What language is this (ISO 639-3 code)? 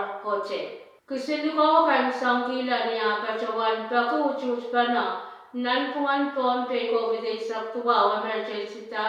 pon